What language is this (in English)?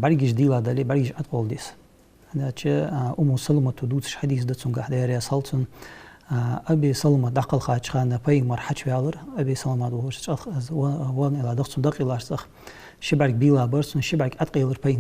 Ingush